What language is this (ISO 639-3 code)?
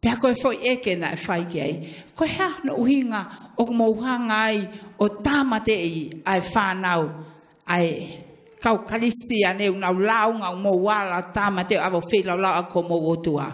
ton